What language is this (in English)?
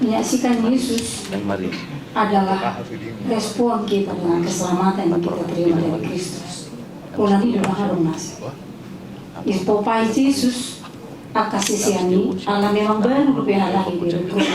Batak Toba